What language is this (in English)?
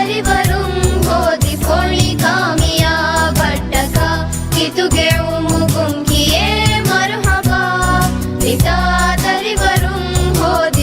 Divehi